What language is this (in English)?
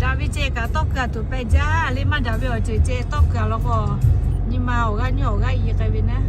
Lahu